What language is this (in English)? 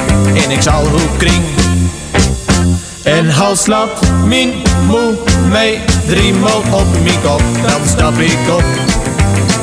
Dutch